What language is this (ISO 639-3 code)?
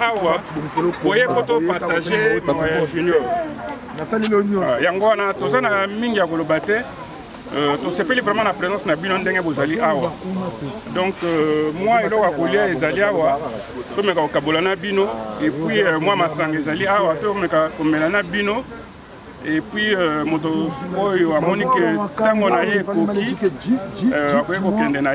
lin